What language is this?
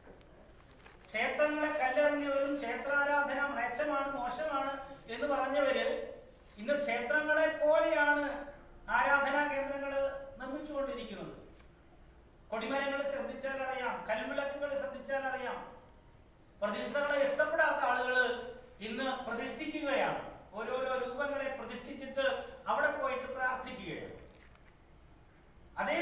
Malayalam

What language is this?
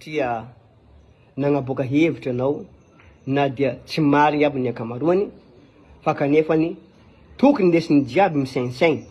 Malagasy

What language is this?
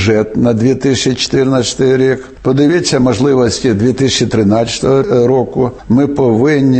Ukrainian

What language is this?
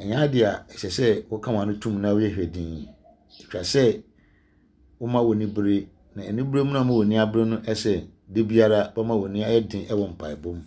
Akan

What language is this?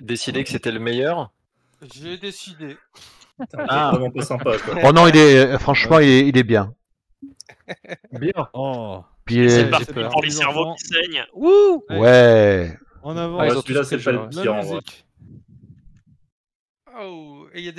French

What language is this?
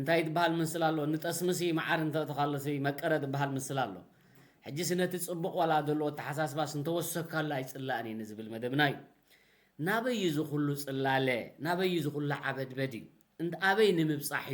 Tigrinya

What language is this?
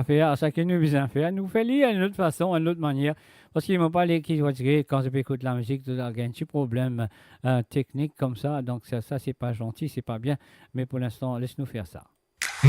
Morisyen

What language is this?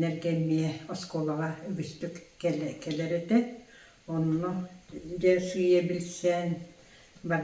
Yakut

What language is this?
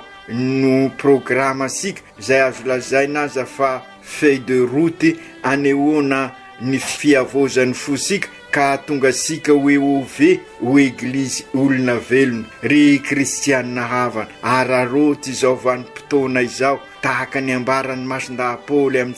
Malagasy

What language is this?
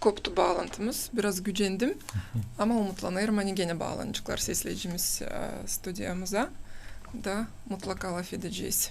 Gagauz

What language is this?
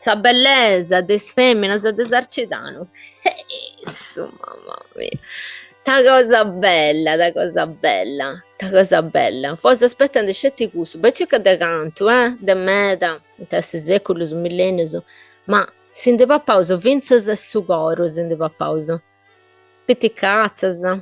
Sardinian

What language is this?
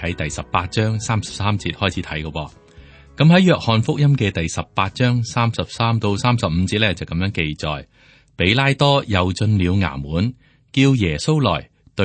Cantonese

